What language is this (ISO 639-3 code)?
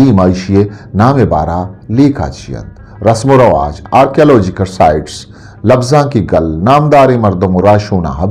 bgp